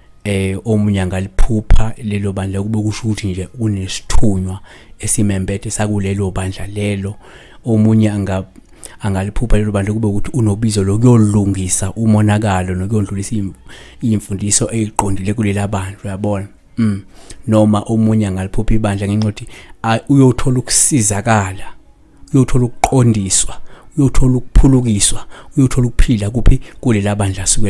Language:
Zulu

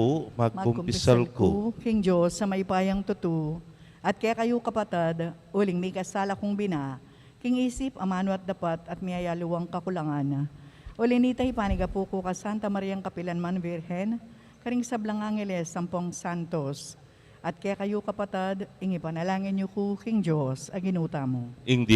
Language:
Pampanga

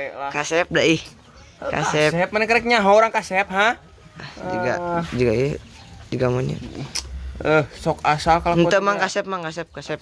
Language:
Sundanese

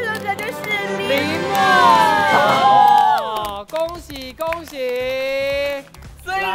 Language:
Chinese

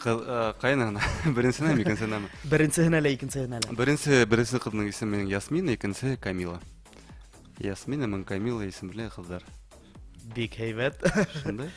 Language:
Bashkir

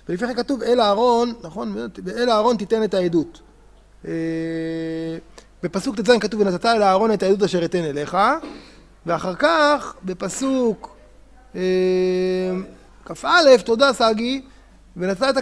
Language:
Hebrew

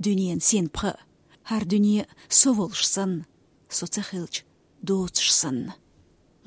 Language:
Chechen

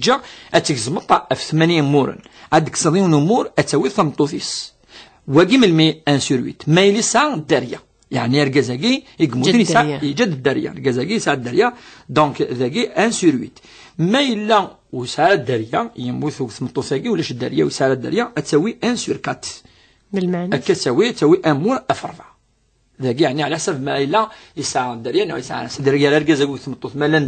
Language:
Kabyle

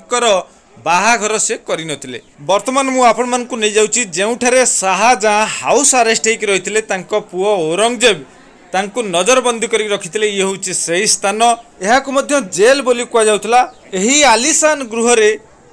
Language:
Odia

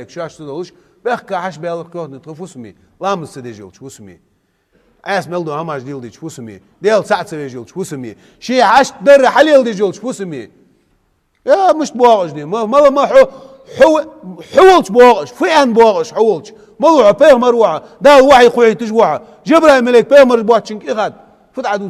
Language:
Ingush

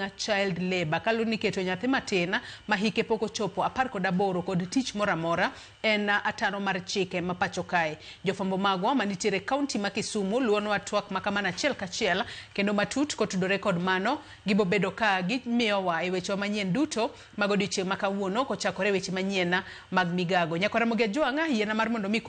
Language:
Luo (Kenya and Tanzania)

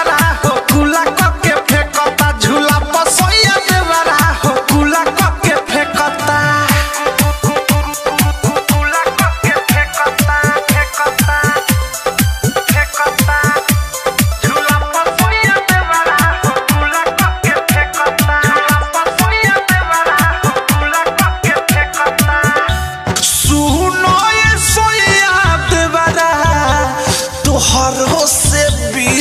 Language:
Bhojpuri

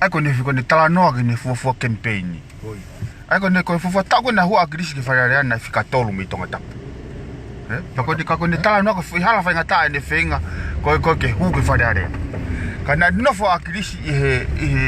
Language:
Tongan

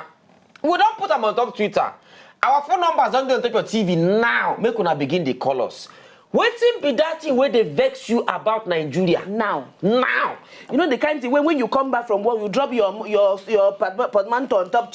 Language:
Nigerian Pidgin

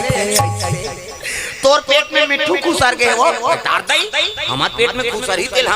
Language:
Chhattisgarhi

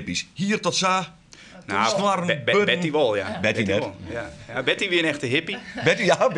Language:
Western Frisian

